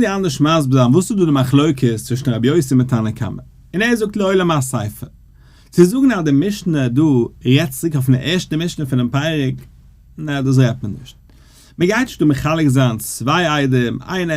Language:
Yiddish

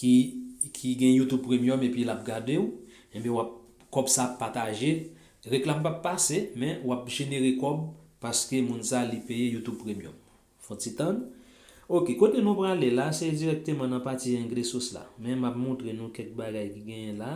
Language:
Haitian Creole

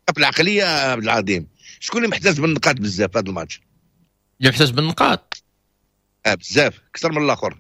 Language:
Moroccan Arabic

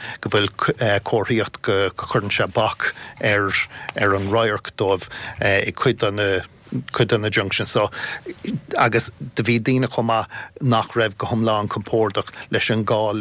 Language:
Irish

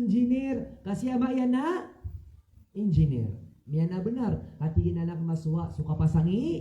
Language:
Maranao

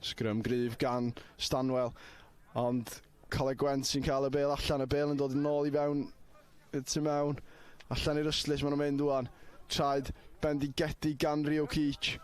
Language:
Welsh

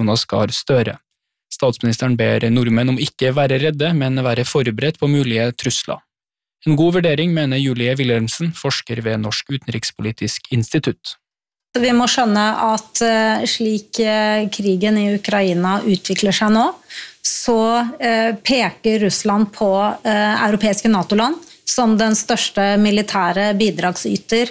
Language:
Norwegian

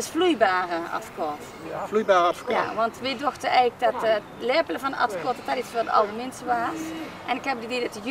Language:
Limburgish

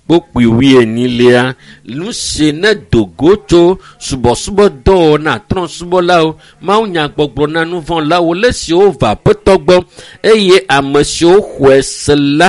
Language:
Ewe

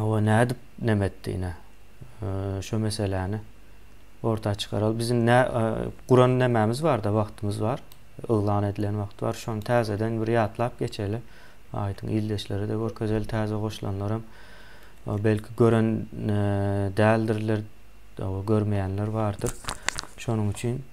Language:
Turkmen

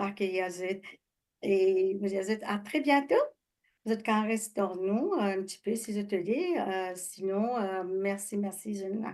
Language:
Morisyen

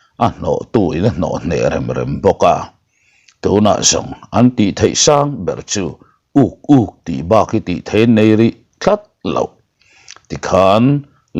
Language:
Mizo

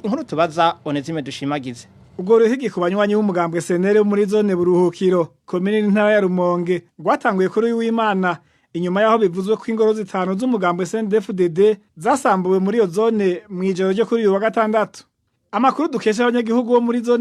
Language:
Rundi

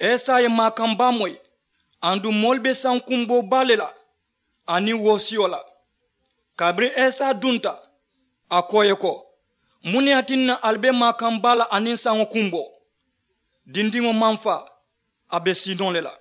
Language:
Mandingo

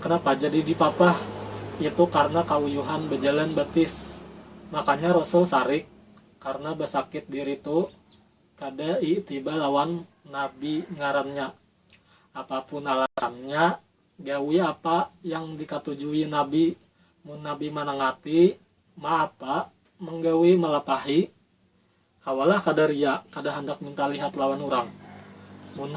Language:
Banjar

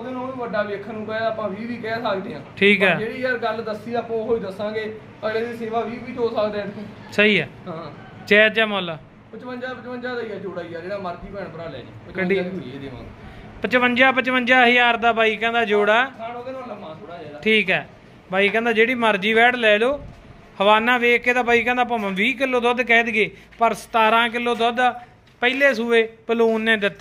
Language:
Punjabi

